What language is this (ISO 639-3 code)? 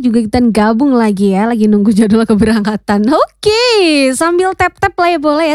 ind